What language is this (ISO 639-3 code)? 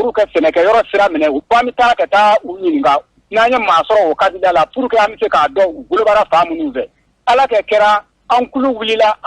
bam